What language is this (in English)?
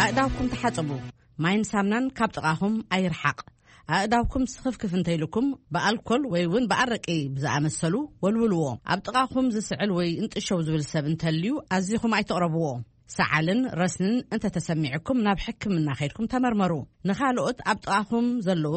Tigrinya